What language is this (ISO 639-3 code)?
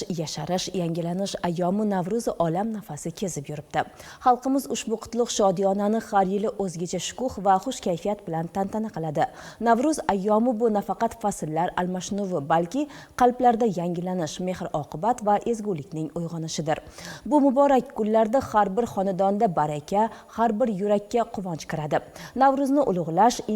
uzb